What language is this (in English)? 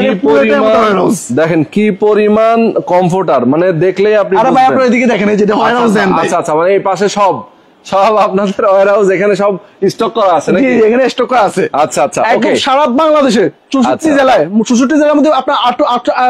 Bangla